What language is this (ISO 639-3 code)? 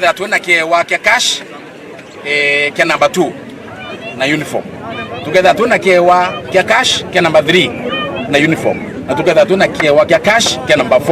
mer